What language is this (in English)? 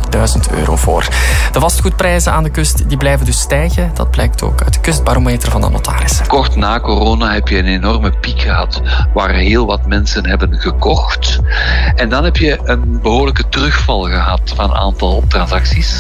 Dutch